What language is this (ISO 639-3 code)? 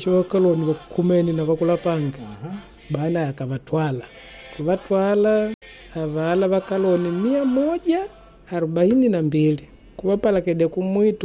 kde